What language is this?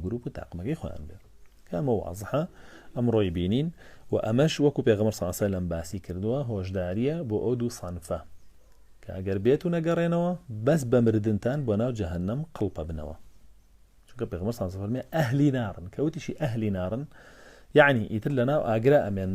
Central Kurdish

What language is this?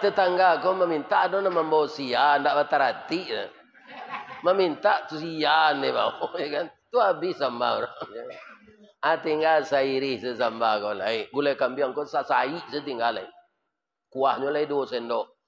Minangkabau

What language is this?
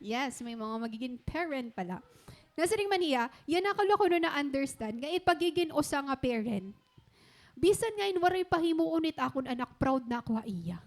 Waray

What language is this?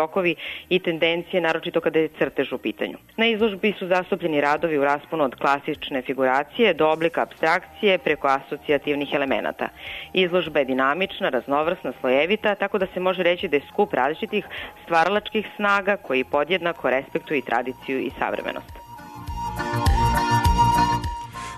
Serbian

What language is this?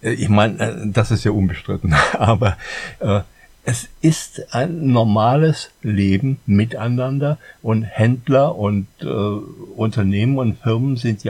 German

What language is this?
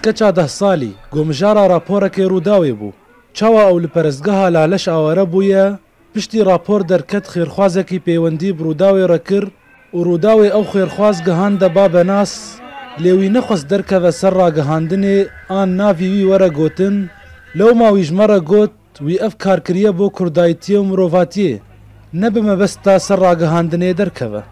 Kurdish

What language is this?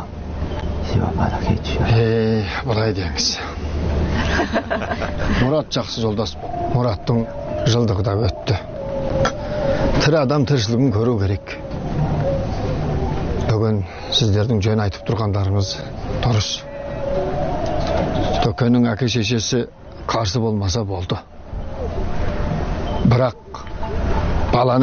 Kazakh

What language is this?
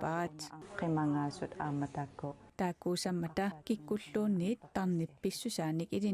Kalaallisut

